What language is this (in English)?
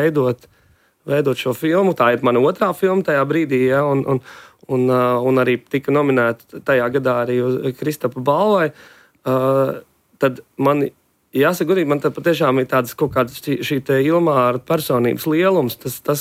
Latvian